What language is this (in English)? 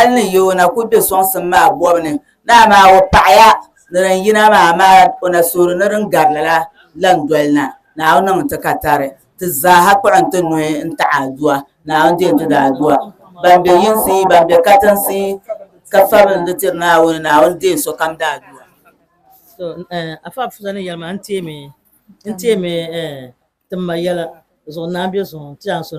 Dagbani